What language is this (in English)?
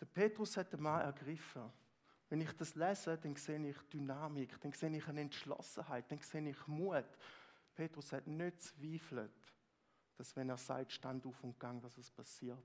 Swiss German